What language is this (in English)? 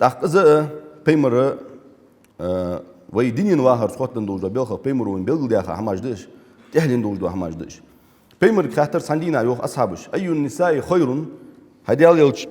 Ingush